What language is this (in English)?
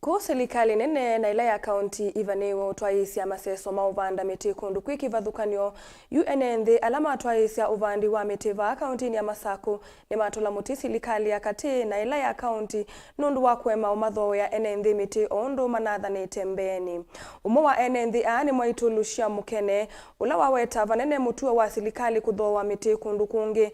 Kamba